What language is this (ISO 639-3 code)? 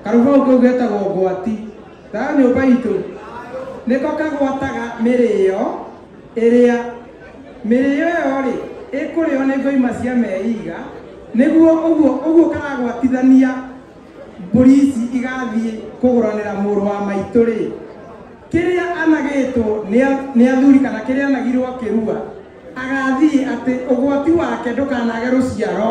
kik